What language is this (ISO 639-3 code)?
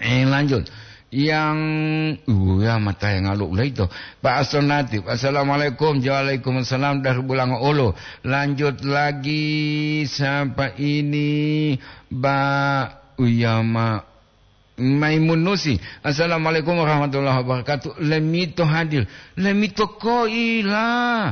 gor